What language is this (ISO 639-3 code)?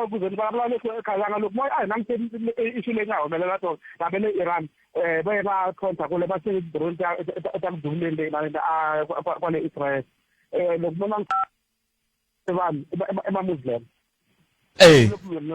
tso